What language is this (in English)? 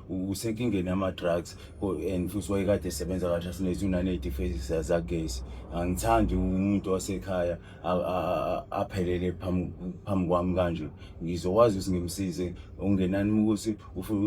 Zulu